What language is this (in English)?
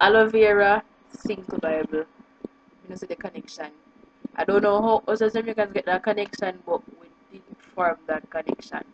Jamaican Creole English